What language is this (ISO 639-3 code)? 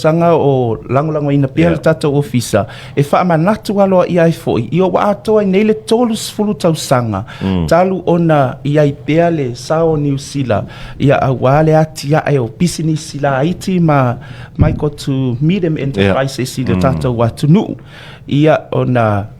smo